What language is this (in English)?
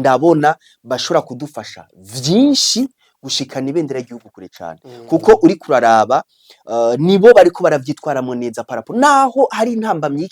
Rundi